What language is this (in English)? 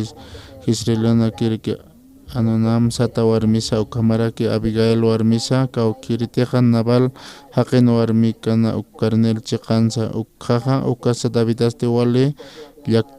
Aymara